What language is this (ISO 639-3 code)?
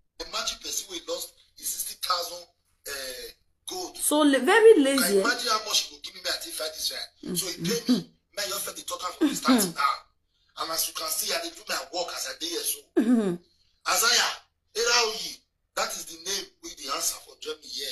pcm